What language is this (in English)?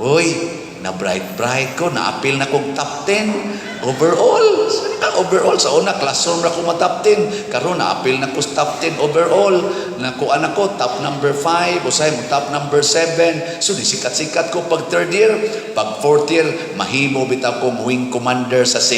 Cebuano